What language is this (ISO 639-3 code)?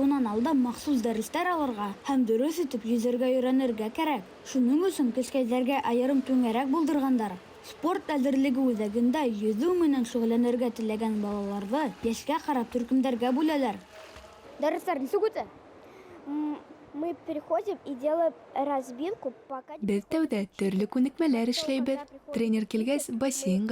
bak